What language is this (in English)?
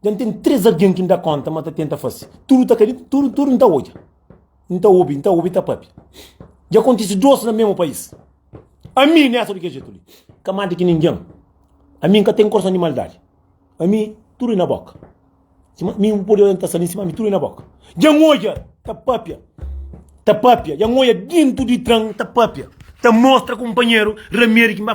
Kabuverdianu